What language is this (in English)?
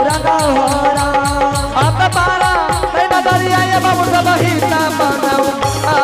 Angika